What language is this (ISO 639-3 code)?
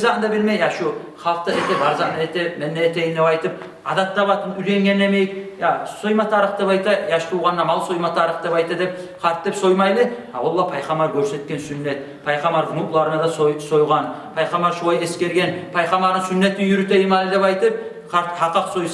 kum